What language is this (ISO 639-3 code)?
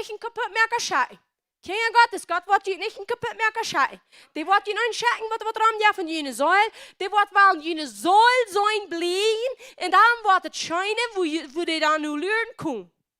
pdt